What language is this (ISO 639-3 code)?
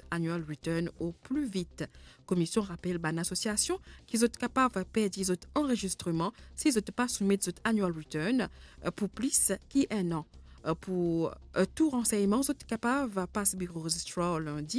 mfe